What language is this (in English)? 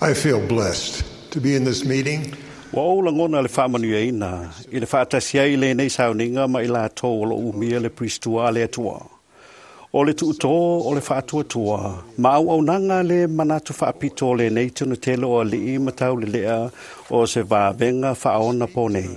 Samoan